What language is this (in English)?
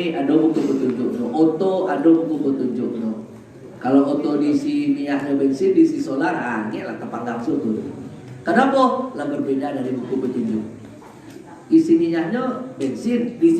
Minangkabau